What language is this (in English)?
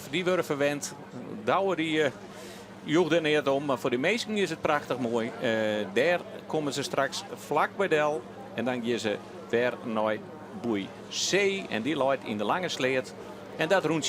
Western Frisian